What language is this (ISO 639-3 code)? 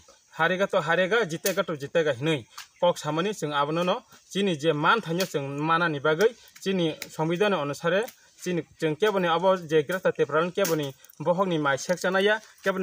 trp